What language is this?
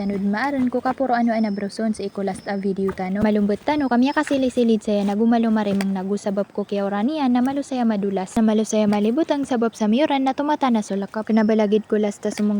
Maranao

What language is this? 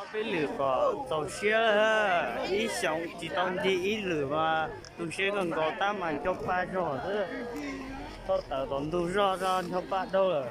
Hmong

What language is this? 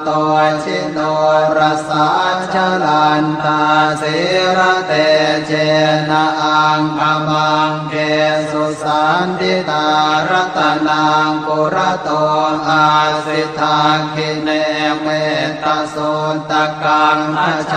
Pali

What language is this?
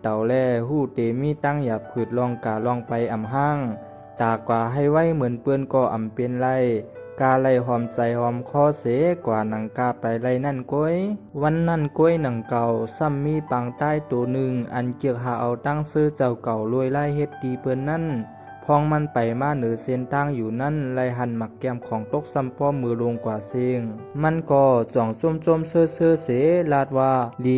Shan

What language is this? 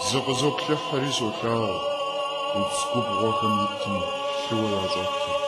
Kabardian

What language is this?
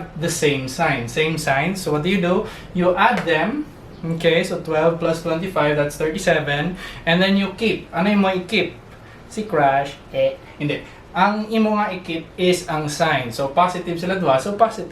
Hiligaynon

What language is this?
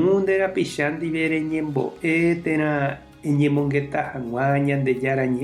Guarani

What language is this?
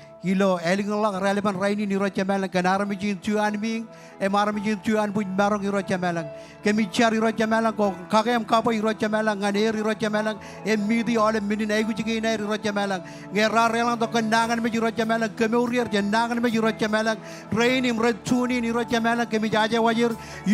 Marshallese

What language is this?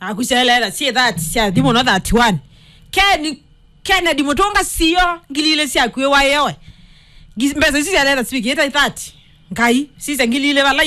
Kamba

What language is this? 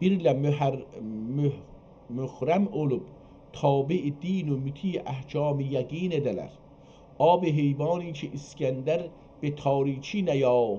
South Azerbaijani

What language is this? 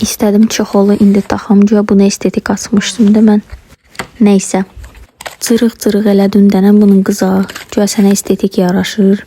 Azerbaijani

